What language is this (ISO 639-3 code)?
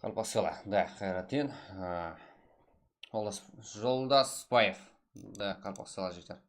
kaa